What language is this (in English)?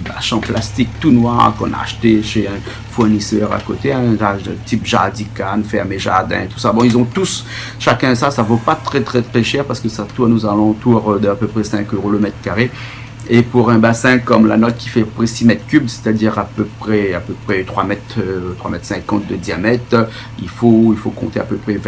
Réunion Creole French